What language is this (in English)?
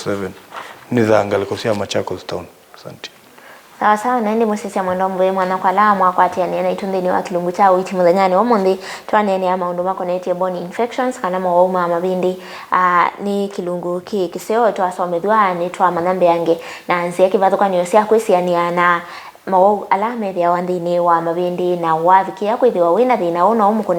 Kamba